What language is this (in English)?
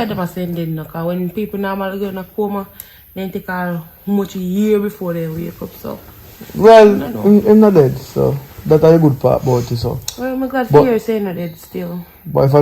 Jamaican Creole English